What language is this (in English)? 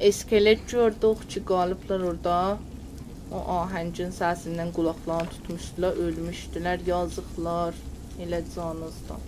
South Azerbaijani